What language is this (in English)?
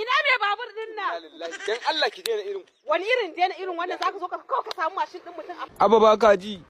Hausa